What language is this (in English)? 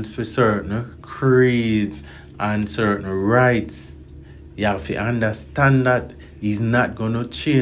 Jamaican Creole English